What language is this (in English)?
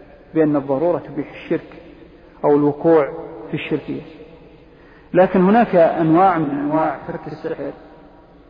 Arabic